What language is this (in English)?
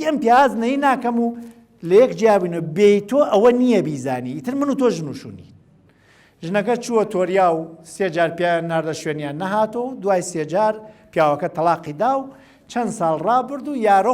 Central Kurdish